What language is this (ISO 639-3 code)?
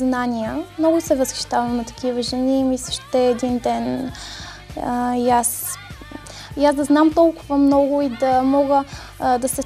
bul